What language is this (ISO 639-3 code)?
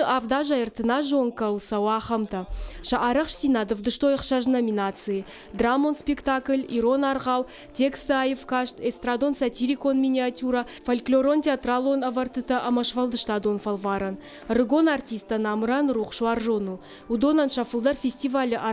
oss